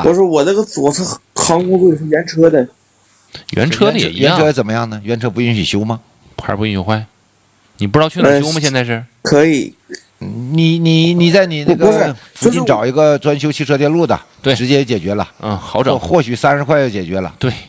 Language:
Chinese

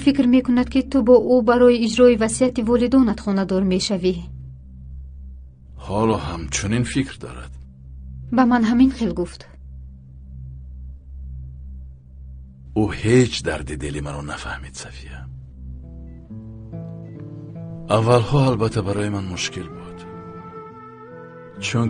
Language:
Persian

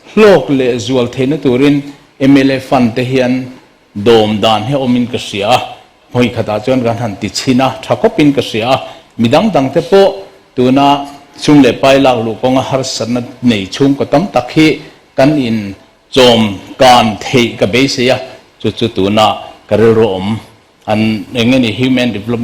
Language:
Mizo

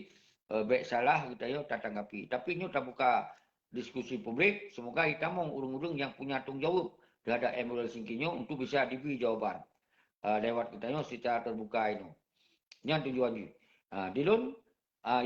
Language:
Achinese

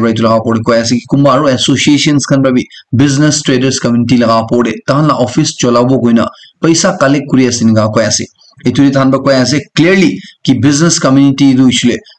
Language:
Naga Pidgin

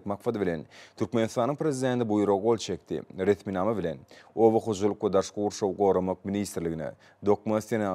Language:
Turkmen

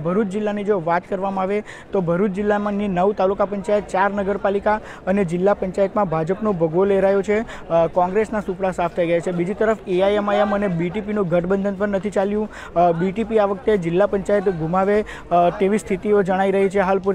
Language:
Gujarati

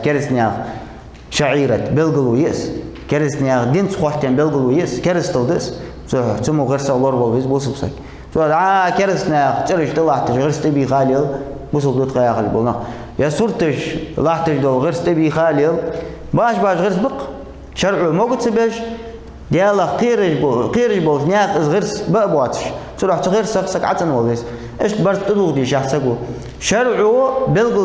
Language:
Ingush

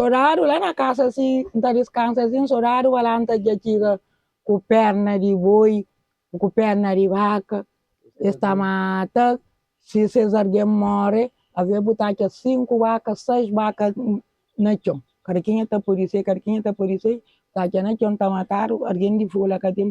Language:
Kabuverdianu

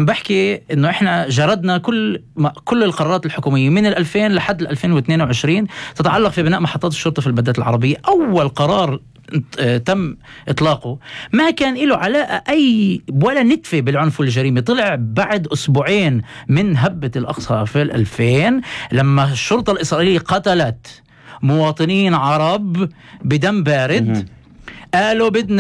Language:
North Levantine Arabic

